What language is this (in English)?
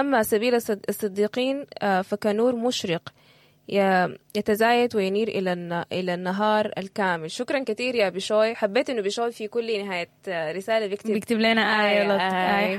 Sudanese Arabic